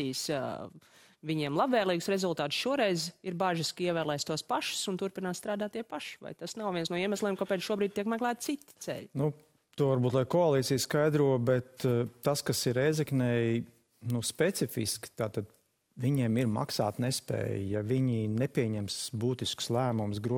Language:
Latvian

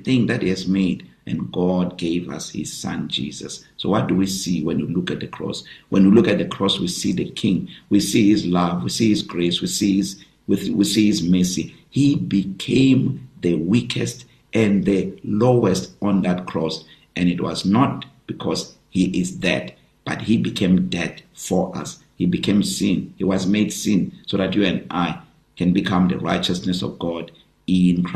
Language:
English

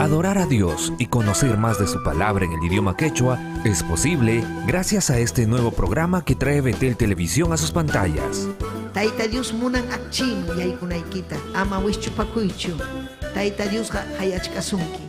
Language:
Ayacucho Quechua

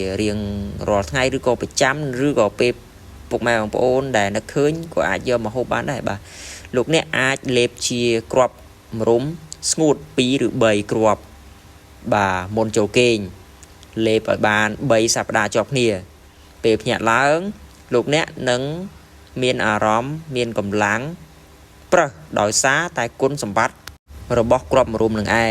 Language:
Khmer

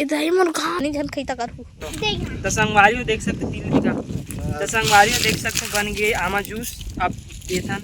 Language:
Chhattisgarhi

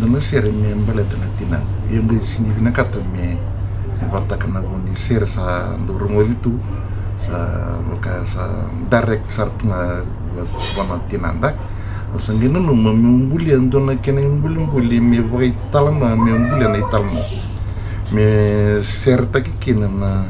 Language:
Fijian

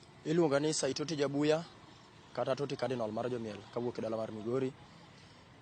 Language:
Luo (Kenya and Tanzania)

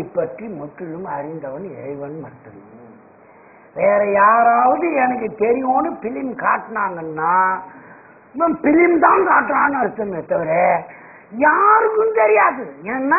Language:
Tamil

